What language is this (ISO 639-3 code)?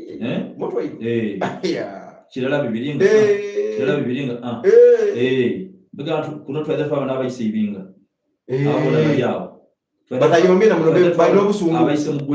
xog